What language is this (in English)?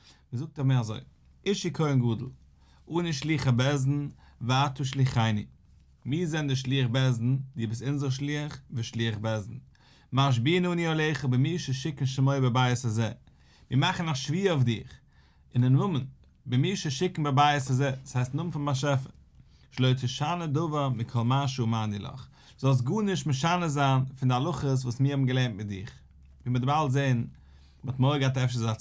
Yiddish